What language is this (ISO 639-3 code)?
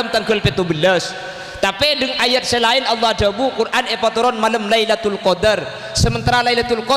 mad